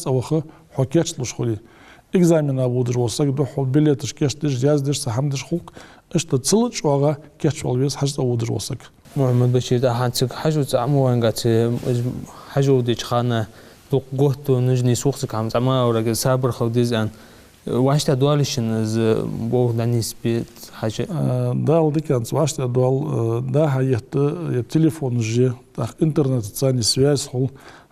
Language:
Ingush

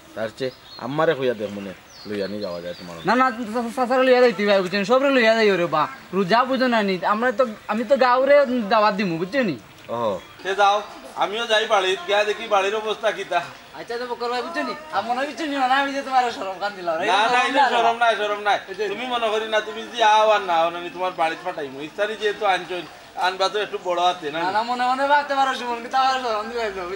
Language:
Sylheti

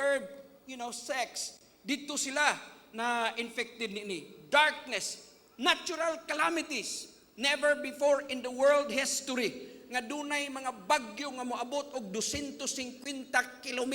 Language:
Cebuano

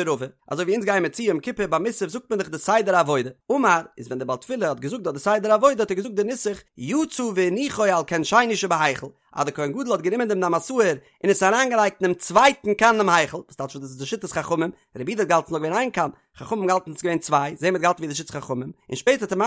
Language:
Yiddish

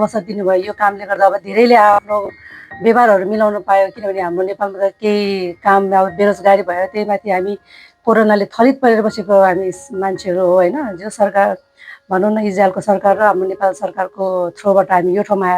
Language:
Nepali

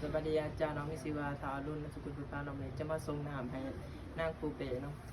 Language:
Lao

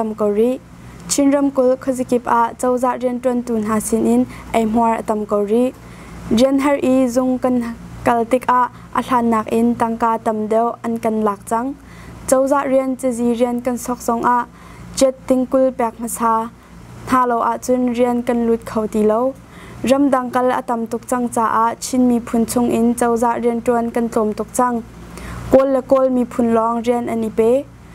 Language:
Hakha Chin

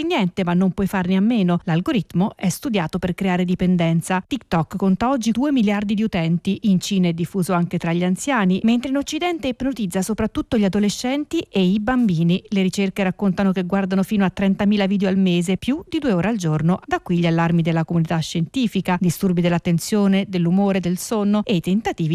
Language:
Italian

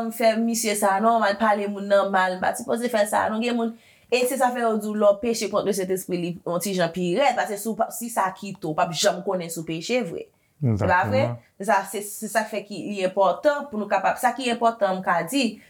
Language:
Haitian Creole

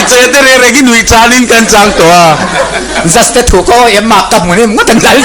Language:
Mizo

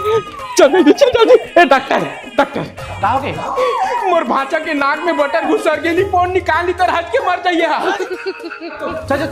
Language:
Chhattisgarhi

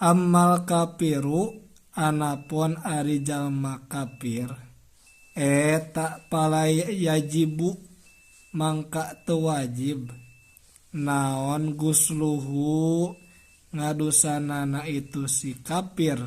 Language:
Sundanese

